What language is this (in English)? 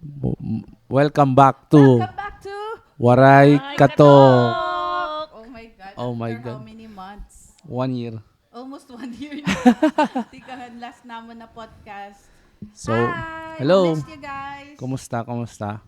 Waray